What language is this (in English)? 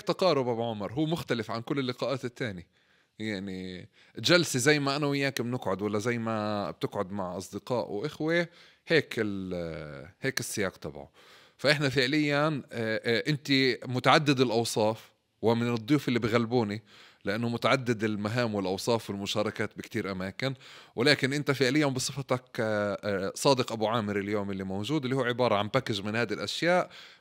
North Levantine Arabic